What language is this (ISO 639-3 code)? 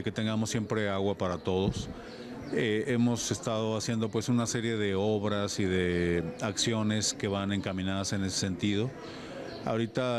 spa